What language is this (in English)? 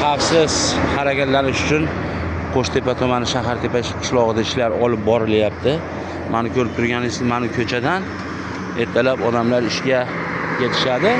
Uzbek